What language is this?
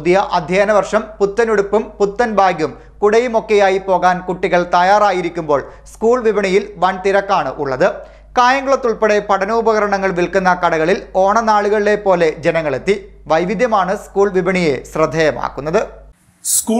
Malayalam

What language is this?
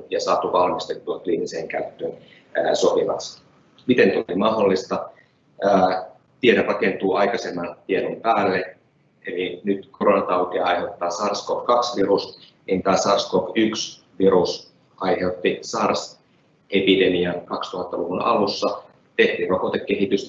Finnish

